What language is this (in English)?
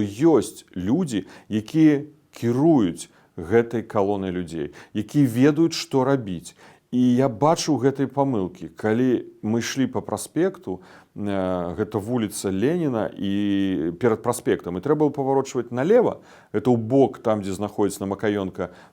Belarusian